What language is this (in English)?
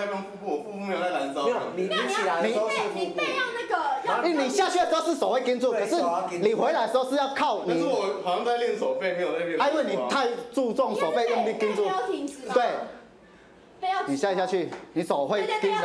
Chinese